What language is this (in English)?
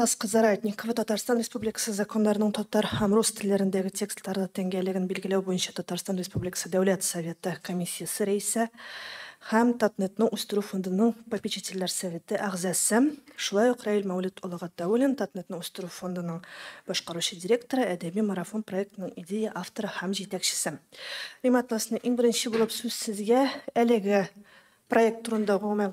Tatar